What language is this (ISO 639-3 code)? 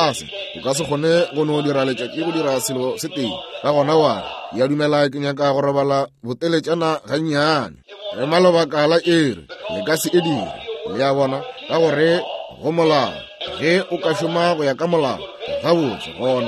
nso